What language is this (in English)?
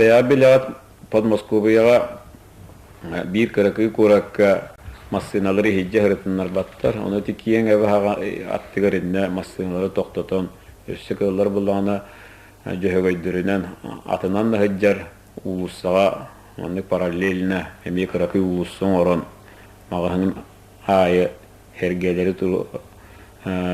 Yakut